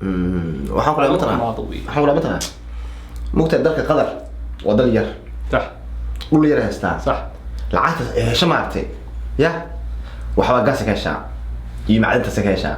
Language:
Somali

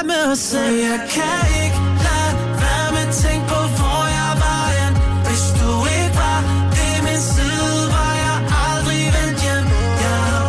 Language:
Danish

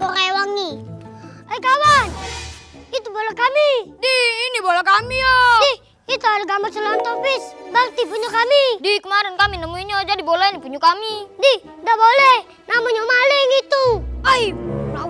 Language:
Musi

